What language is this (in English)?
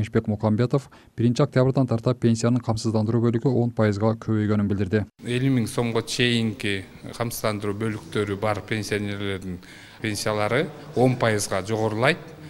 Kyrgyz